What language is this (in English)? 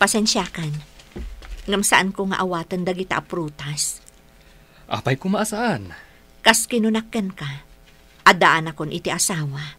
Iloko